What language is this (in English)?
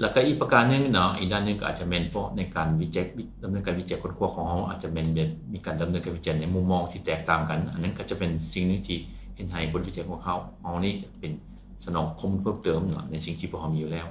Lao